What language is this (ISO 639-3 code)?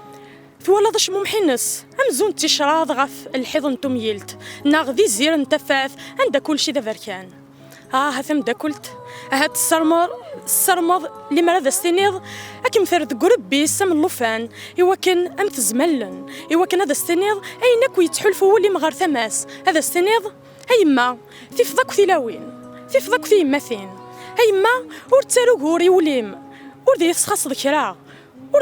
kab